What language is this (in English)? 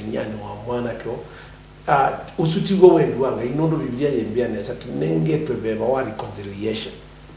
Kamba